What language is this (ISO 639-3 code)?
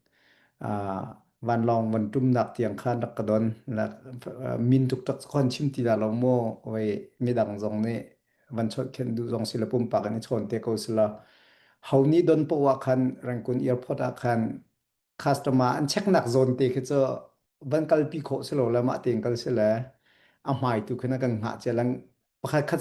cnh